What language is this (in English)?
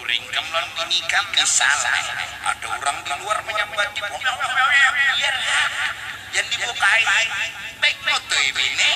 Banjar